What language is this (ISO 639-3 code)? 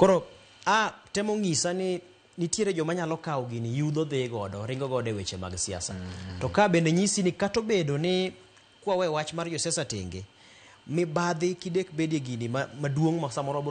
luo